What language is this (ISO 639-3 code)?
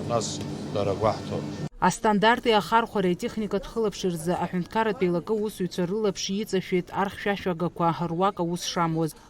abk